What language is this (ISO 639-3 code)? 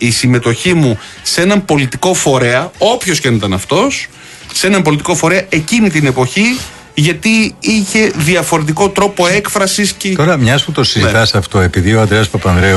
ell